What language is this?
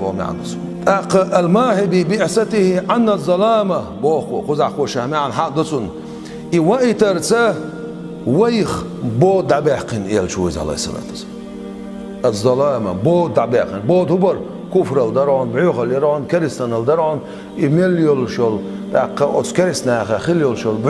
Chechen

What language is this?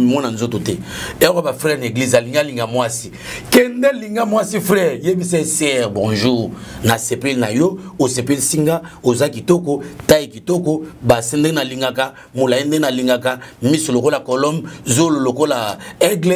Lingala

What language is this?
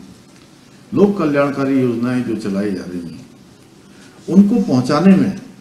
Hindi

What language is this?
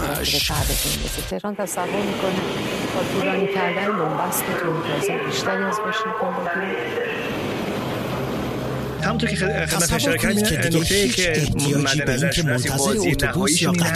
Persian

